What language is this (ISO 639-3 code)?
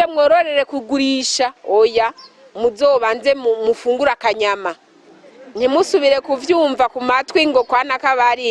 run